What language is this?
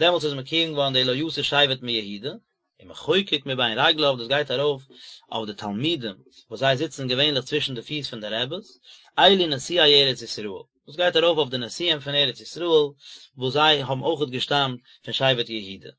Yiddish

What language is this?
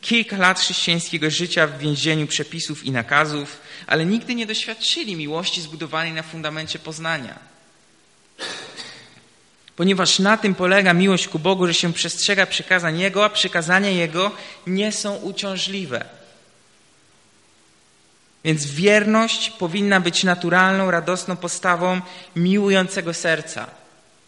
Polish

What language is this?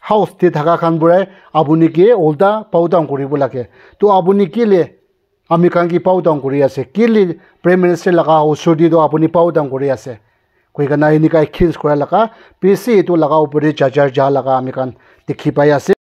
Naga Pidgin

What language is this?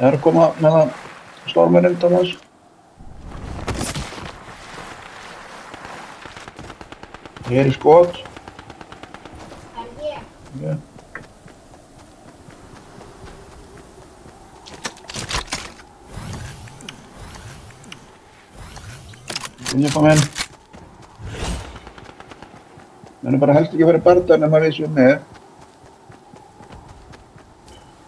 Icelandic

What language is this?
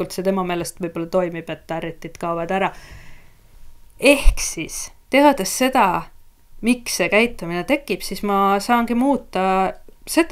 Estonian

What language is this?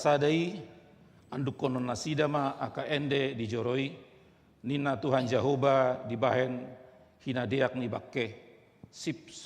Batak Toba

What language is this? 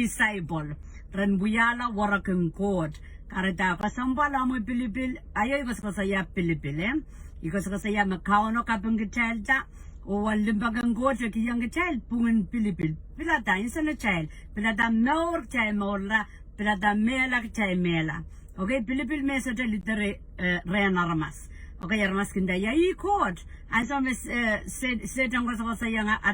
Pohnpeian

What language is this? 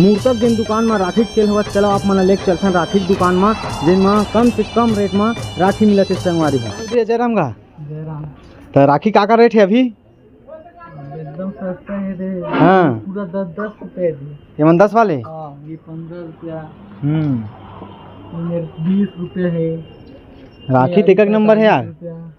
Chhattisgarhi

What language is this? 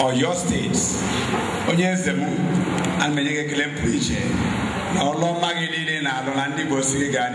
Igbo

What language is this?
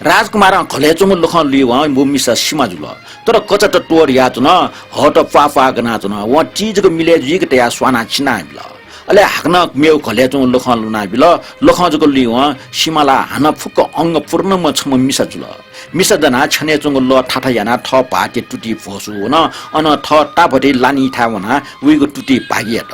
Newari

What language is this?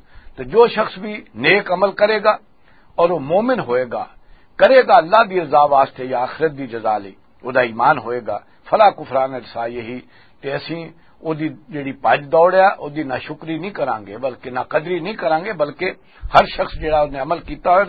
Western Panjabi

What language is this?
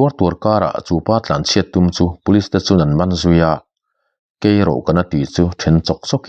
Mizo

